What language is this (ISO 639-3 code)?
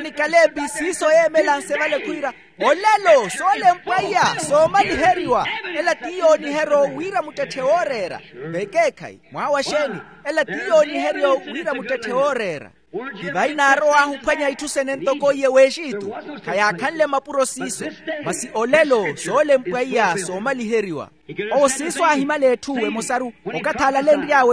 vmw